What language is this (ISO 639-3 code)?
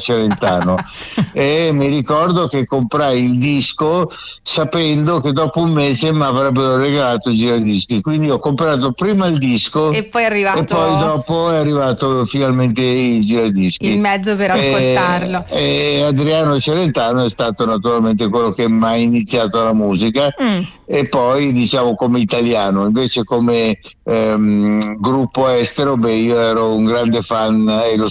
ita